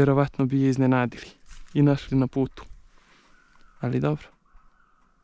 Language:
Croatian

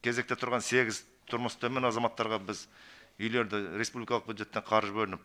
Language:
Kazakh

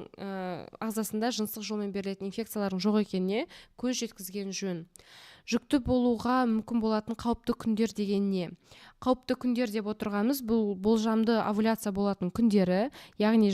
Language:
Kazakh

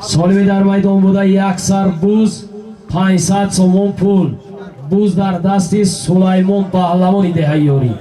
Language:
Tajik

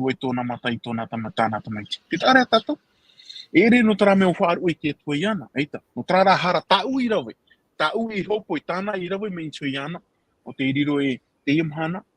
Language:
Tahitian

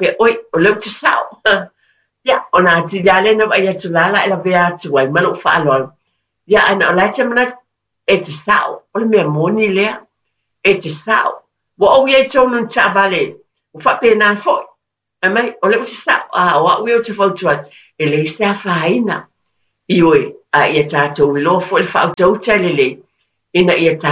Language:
Samoan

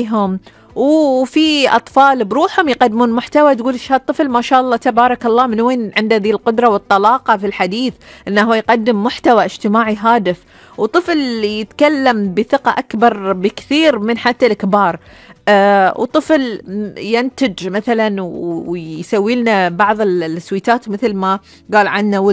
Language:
Gulf Arabic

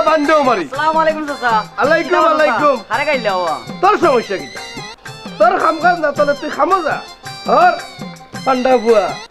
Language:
Sylheti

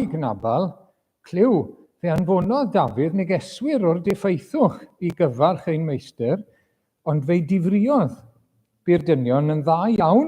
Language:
Welsh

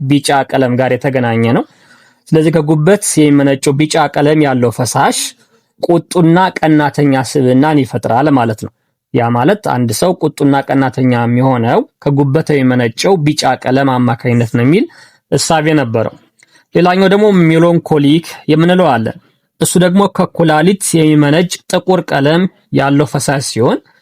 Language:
Amharic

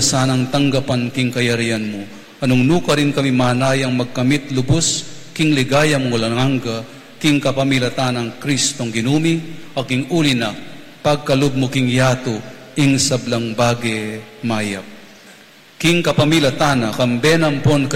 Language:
Pampanga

